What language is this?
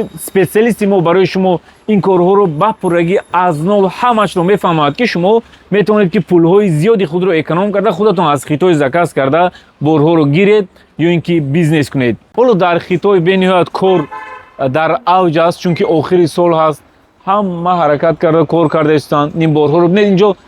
Tajik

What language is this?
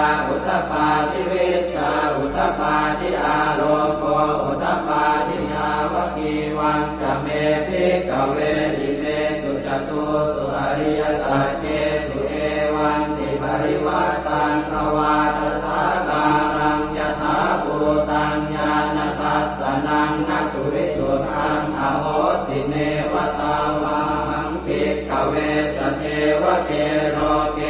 Pali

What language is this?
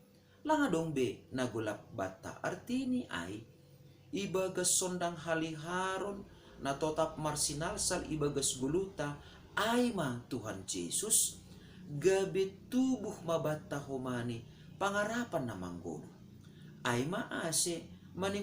Batak Simalungun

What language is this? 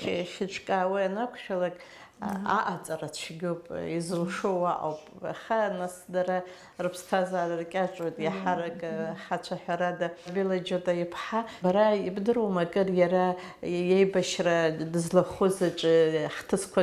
Abkhazian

